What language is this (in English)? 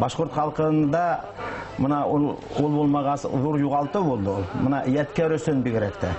Bashkir